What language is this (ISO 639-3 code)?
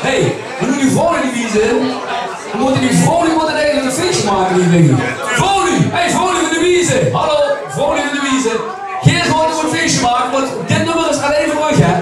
lim